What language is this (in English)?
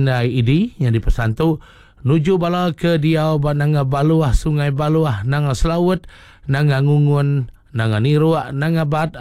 Iban